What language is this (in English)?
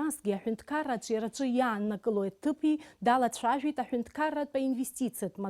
Abkhazian